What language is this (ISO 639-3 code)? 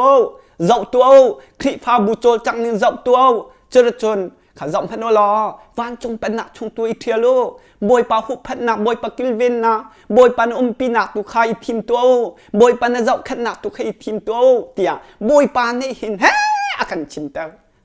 cnh